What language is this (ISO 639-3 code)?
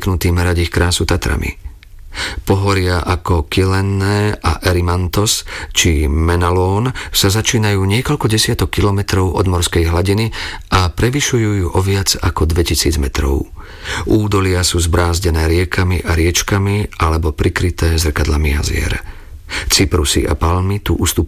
slk